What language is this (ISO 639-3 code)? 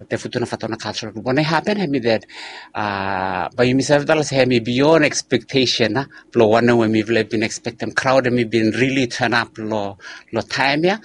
bis